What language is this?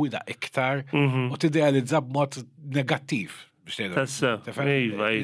Maltese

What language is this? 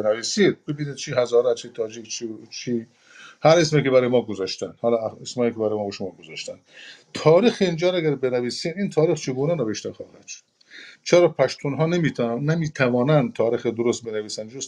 Persian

